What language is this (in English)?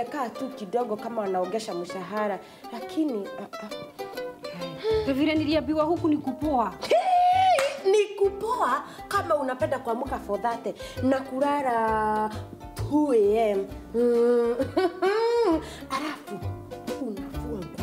Swahili